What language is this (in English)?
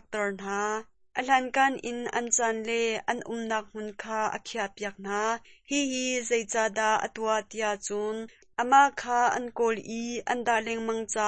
Hakha Chin